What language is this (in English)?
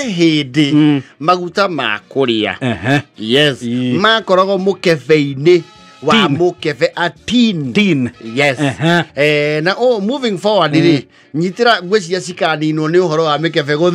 Kikuyu